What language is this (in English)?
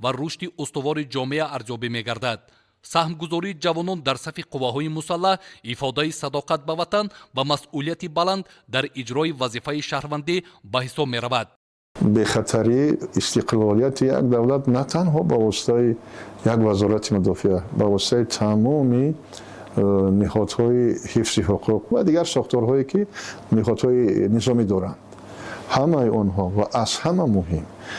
Tajik